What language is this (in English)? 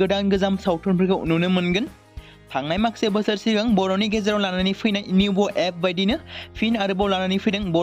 Bodo